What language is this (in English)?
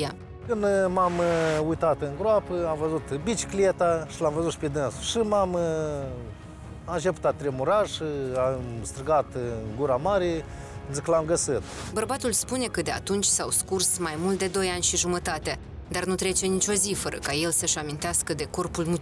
Romanian